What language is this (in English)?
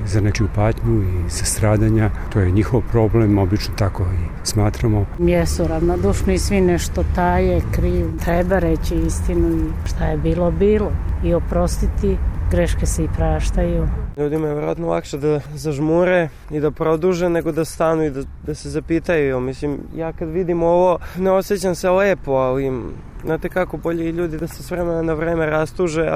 Serbian